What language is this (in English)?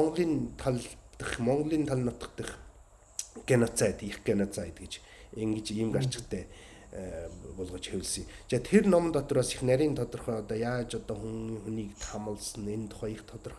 Mongolian